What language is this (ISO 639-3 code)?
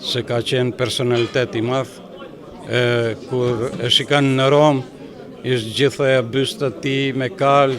sqi